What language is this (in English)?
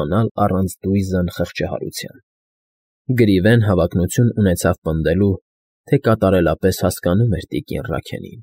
Armenian